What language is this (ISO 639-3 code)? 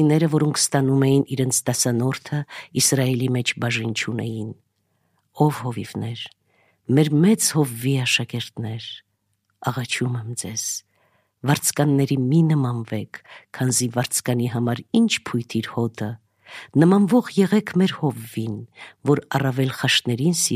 hye